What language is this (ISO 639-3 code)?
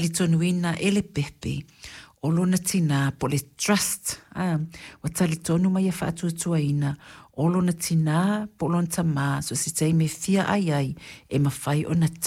smo